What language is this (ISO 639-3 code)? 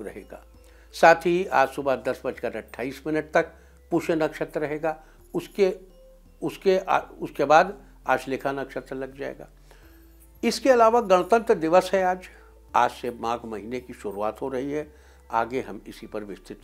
hin